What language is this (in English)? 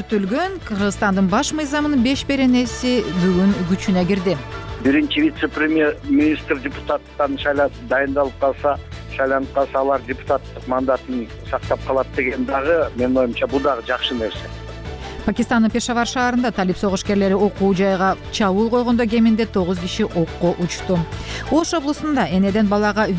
Kyrgyz